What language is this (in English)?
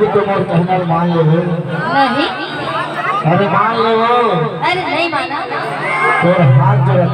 Chhattisgarhi